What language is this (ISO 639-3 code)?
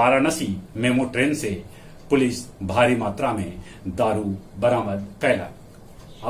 mag